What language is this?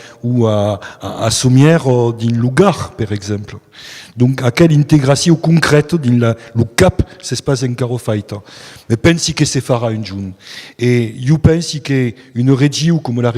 Occitan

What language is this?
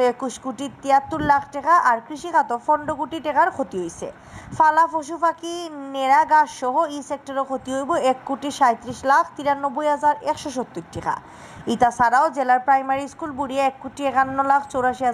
Sylheti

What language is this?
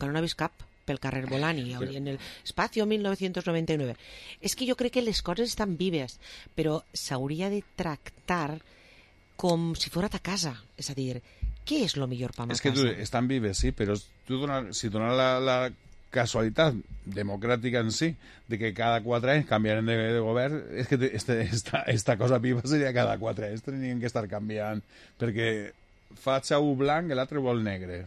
Catalan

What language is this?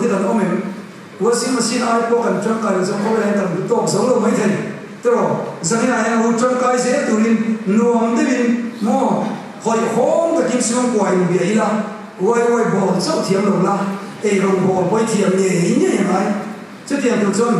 Mizo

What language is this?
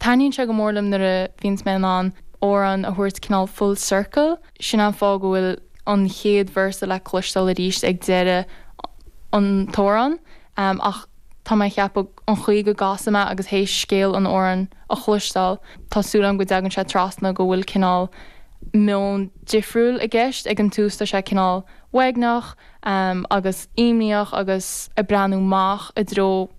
Irish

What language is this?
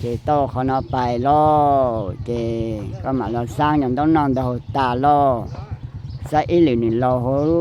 Hmong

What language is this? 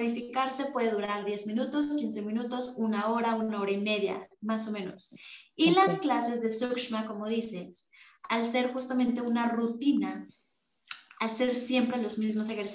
Spanish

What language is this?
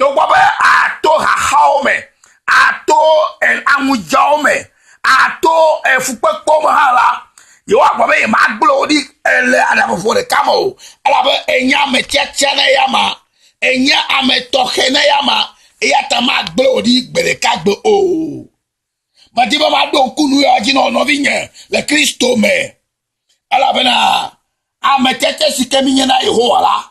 Ewe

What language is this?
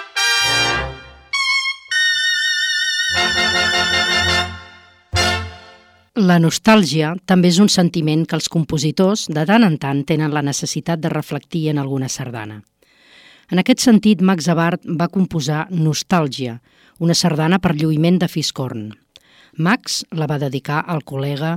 Catalan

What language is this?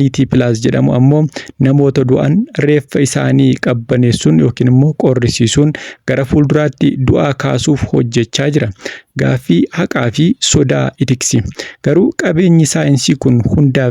Oromo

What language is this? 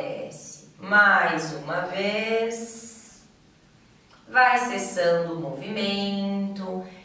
Portuguese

